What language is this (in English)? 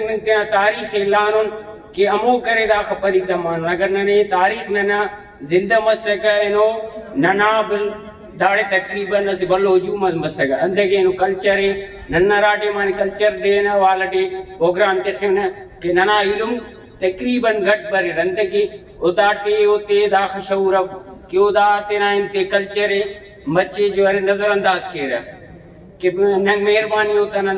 Brahui